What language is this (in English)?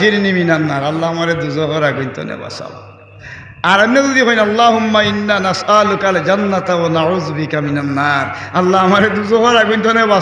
Sylheti